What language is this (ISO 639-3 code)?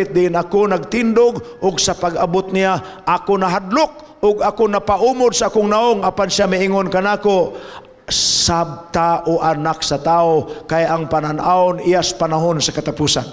ceb